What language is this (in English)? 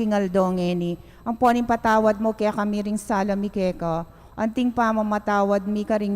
Pampanga